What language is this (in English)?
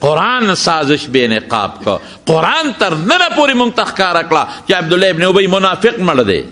Pashto